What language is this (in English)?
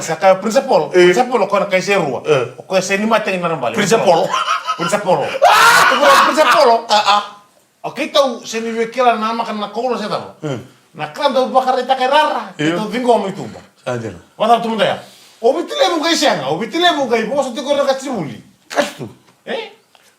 Fijian